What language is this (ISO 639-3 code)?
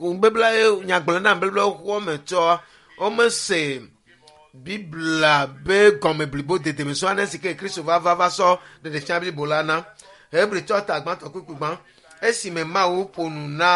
ewe